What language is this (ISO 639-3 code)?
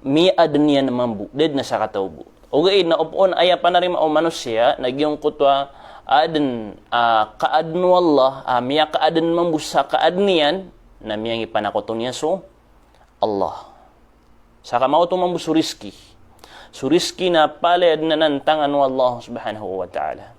mrw